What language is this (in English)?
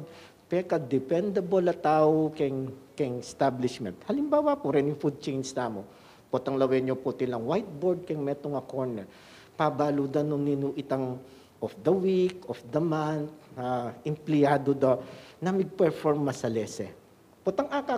Pampanga